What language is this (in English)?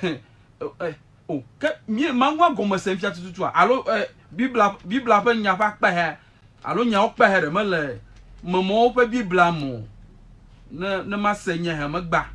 Ewe